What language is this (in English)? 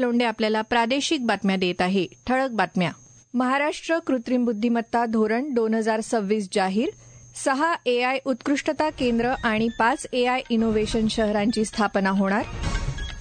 Marathi